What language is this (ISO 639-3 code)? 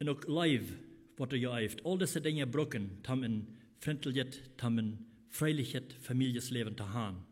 pdt